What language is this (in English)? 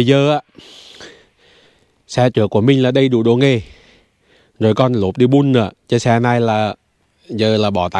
Vietnamese